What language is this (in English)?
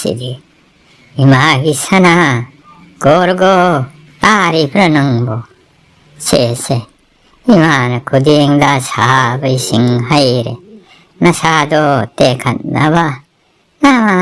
Manipuri